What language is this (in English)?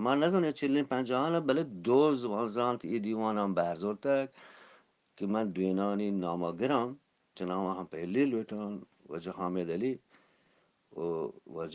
Eastern Balochi